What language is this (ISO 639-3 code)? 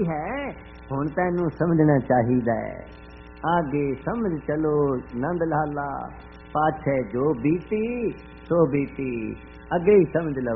pan